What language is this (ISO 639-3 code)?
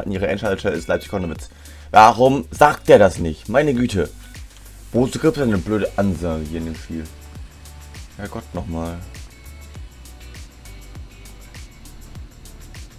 deu